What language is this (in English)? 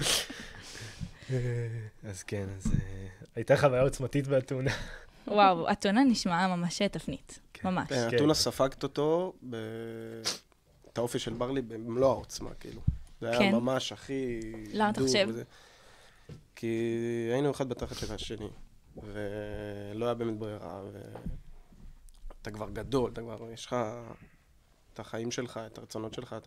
Hebrew